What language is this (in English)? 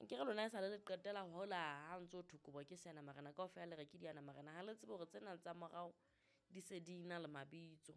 Southern Sotho